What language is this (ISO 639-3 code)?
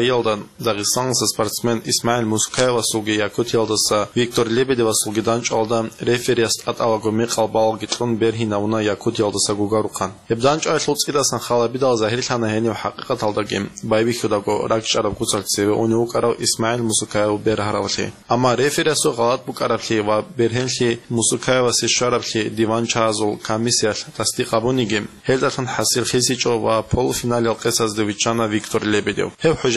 ava